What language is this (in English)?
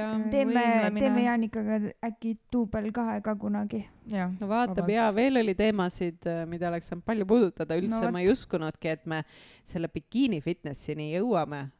Estonian